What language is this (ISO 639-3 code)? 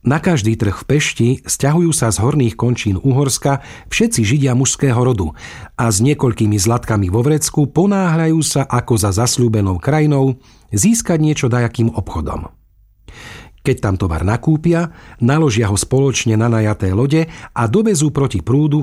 slk